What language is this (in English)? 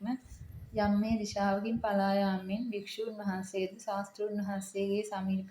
Sinhala